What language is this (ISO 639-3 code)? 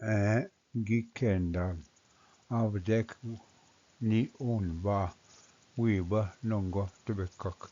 oji